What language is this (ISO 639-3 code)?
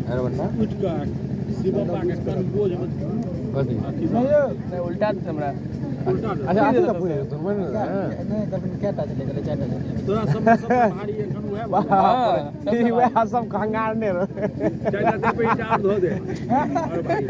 mai